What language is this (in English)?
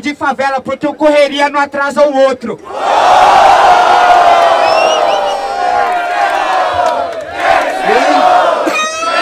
Portuguese